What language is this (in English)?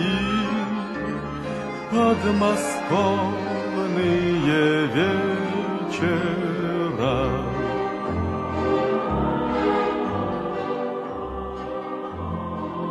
Czech